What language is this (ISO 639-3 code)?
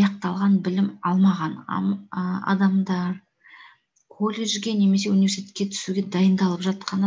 kaz